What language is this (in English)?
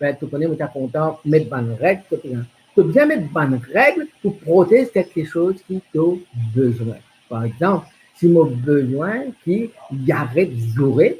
Morisyen